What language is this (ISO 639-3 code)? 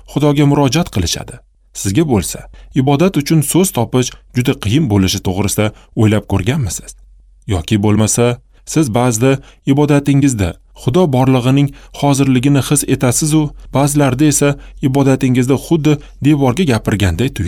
uzb